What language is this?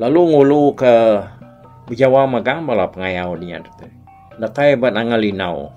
Iban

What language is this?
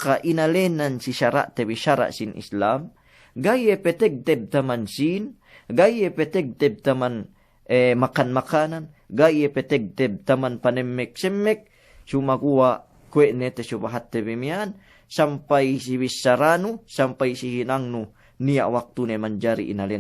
Yakan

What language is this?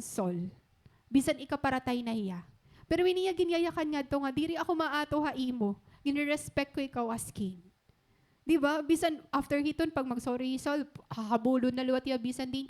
Waray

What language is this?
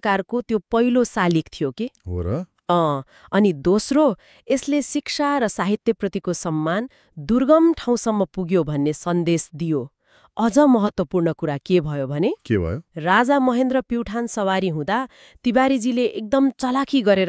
Nepali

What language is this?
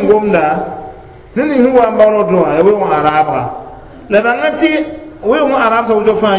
Mossi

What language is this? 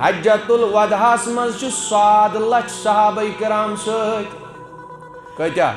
Kashmiri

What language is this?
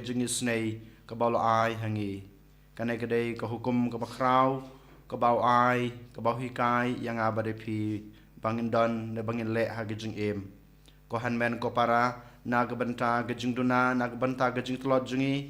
Khasi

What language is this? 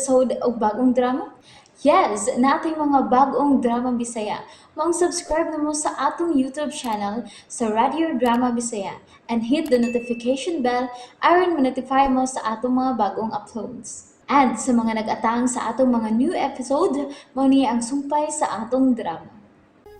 Cebuano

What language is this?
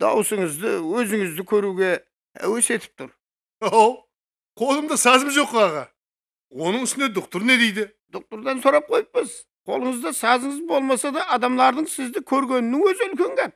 Kara-Kalpak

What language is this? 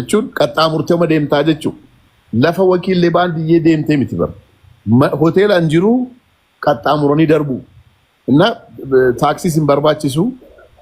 Oromo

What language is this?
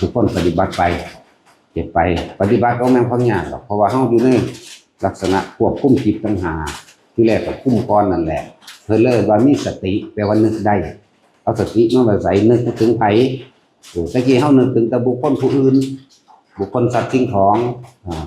Northeastern Thai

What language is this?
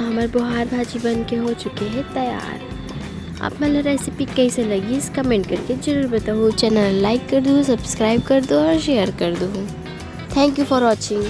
Chhattisgarhi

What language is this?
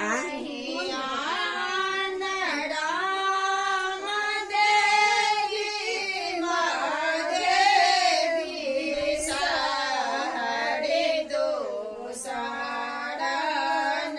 Maithili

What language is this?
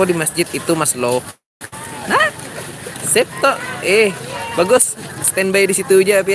Banjar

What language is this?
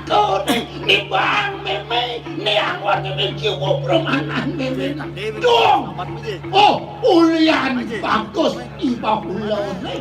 Balinese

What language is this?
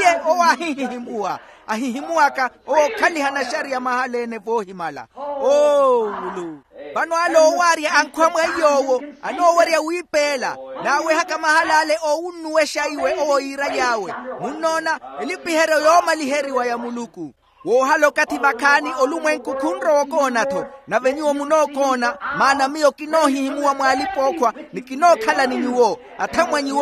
Makhuwa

